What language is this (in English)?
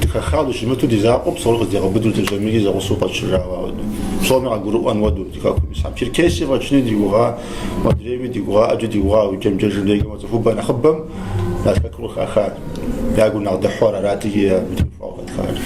Kabardian